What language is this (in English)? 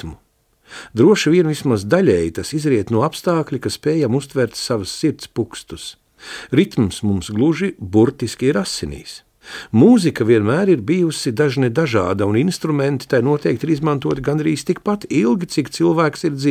Latvian